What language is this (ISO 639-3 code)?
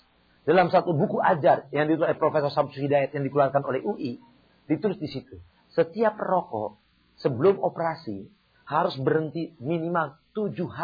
ind